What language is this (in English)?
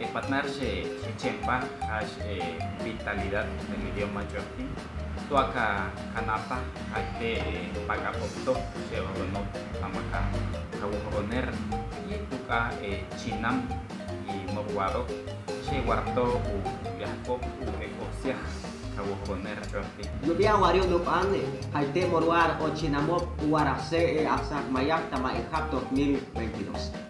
Chortí